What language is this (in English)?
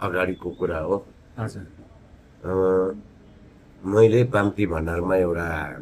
Nepali